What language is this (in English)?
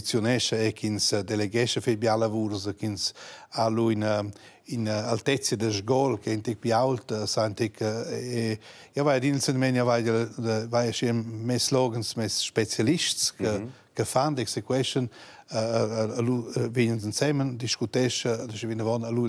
Romansh